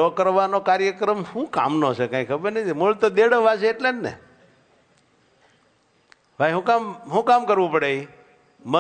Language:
Gujarati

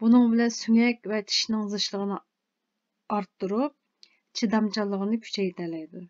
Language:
Uyghur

